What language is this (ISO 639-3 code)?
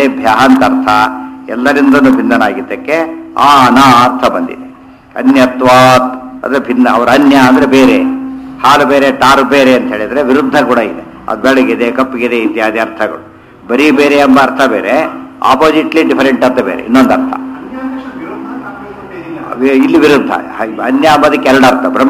kan